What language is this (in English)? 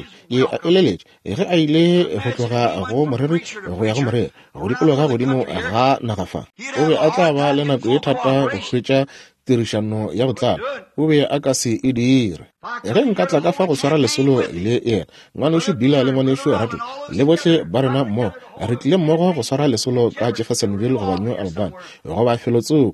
Northern Sotho